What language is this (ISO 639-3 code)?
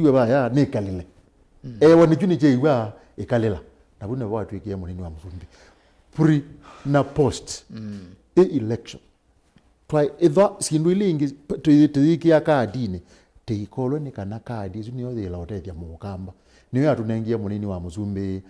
kam